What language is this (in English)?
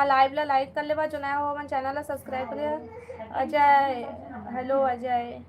Chhattisgarhi